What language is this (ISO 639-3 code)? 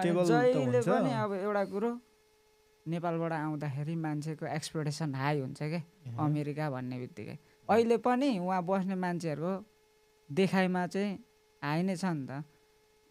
nep